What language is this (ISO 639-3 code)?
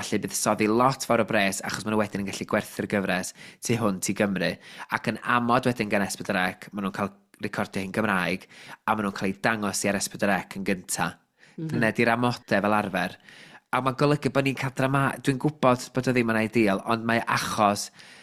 cym